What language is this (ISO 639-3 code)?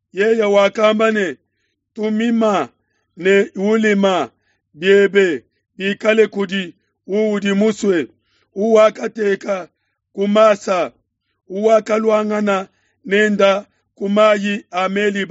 lua